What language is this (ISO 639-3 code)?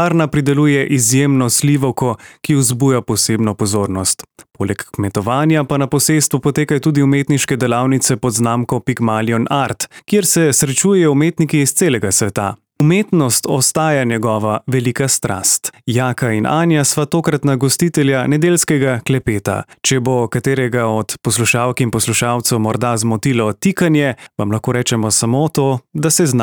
slv